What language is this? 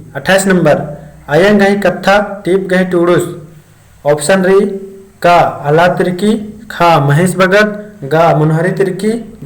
Kurukh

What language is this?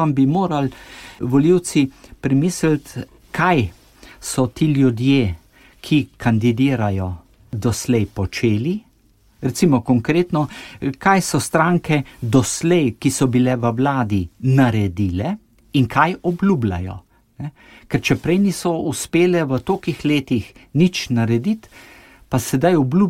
Slovenian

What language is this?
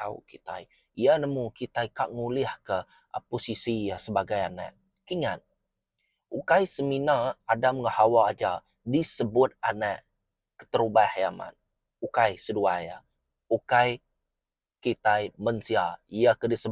Iban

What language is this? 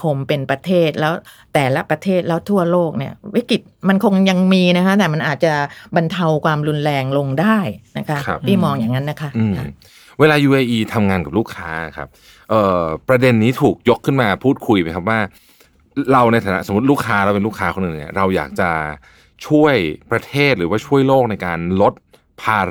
Thai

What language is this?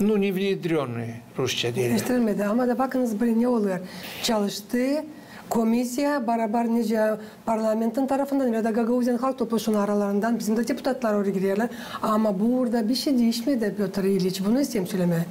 Gagauz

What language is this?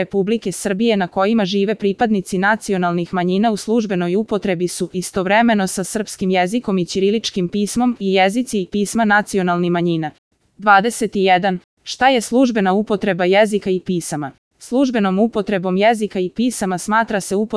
Serbian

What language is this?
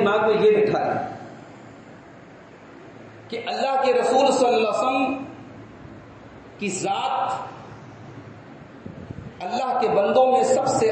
Urdu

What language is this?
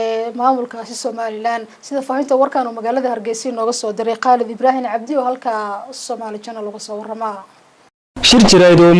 Somali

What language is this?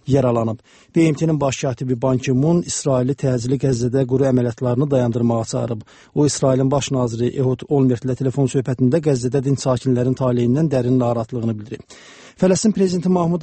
Azerbaijani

